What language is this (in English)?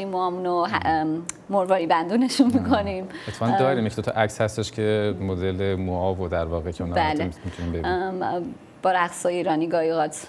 Persian